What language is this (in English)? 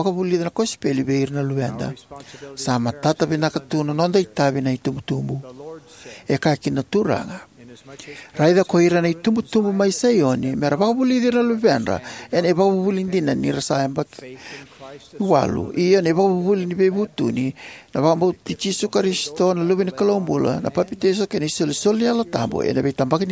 Fijian